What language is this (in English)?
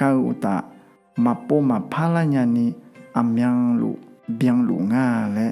Akha